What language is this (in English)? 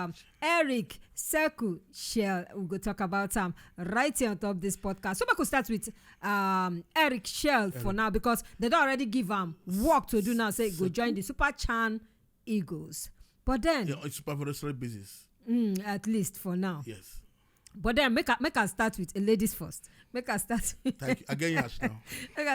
Nigerian Pidgin